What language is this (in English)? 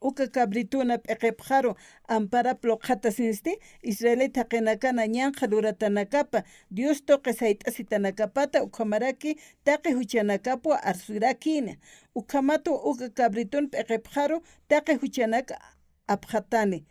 Aymara